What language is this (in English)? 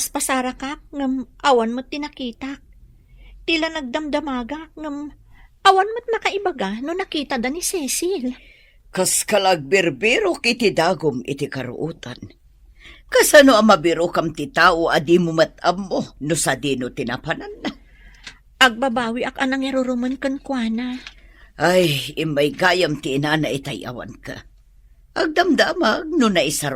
Iloko